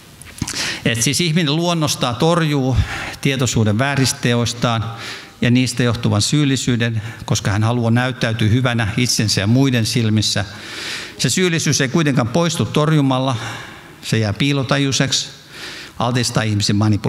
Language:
Finnish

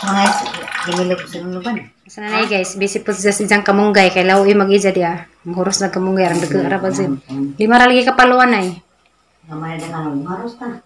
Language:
Cebuano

